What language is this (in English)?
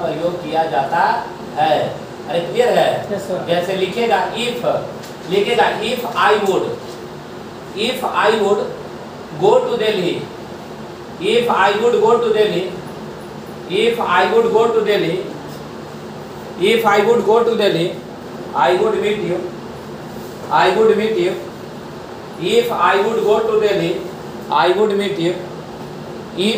Hindi